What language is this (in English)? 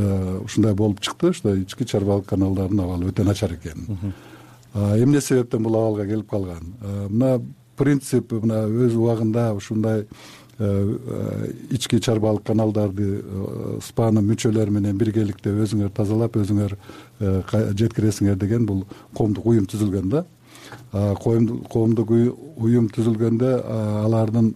Kyrgyz